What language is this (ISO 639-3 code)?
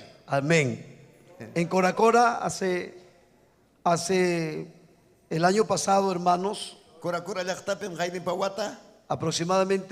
quy